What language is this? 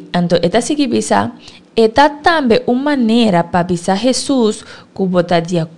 Papiamento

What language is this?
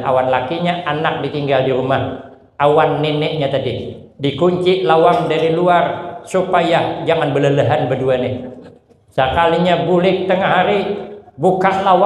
Banjar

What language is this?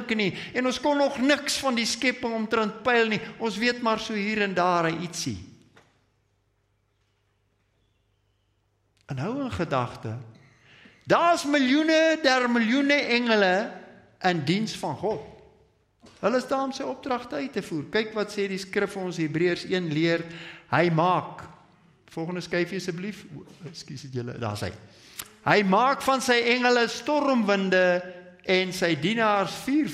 Afrikaans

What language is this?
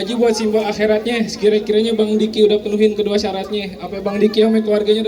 Betawi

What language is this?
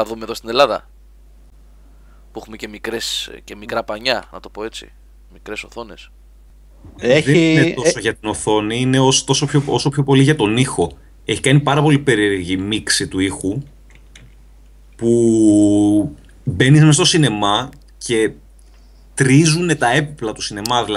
Greek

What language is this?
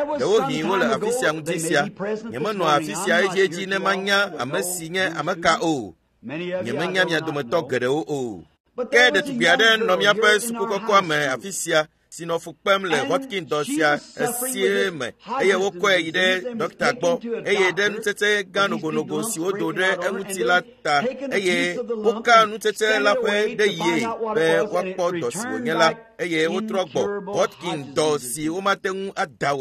Ewe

